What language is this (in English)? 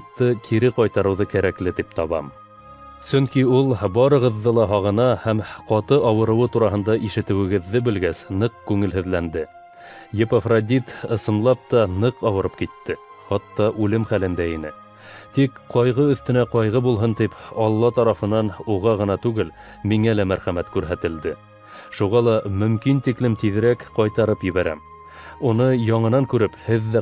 Bashkir